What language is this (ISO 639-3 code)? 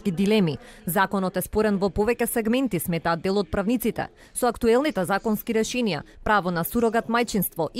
mkd